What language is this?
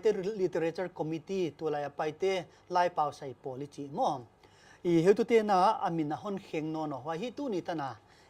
Paite Chin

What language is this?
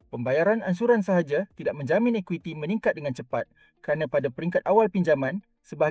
Malay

